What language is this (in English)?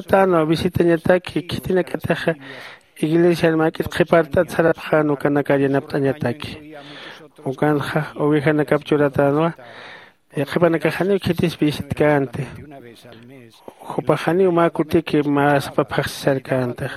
Aymara